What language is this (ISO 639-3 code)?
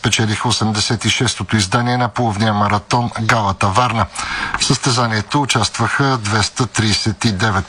bul